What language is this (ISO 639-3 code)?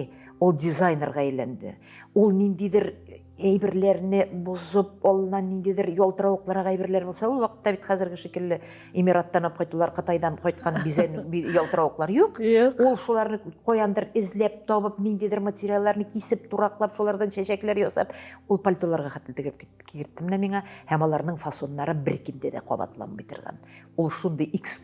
tat